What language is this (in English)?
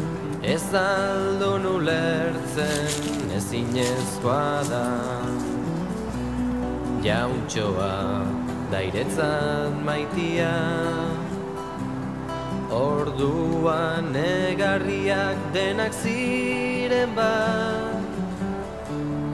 Basque